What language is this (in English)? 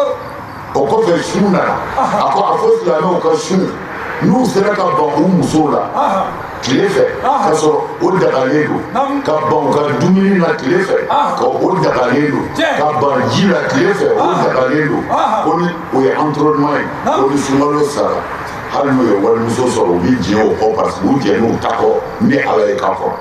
Bambara